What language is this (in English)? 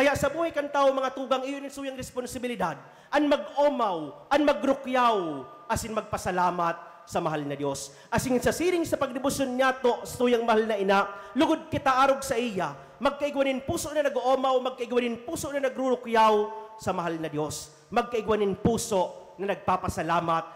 Bikol